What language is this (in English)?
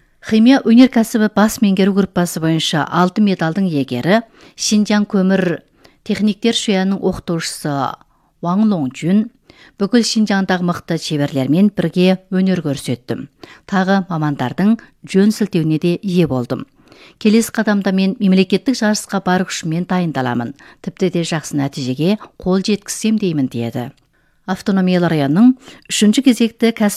Kazakh